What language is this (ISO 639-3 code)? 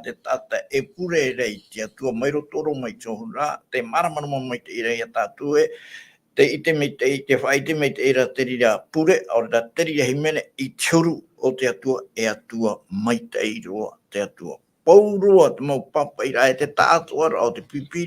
tah